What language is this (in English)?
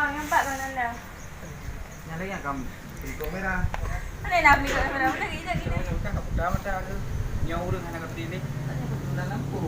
Achinese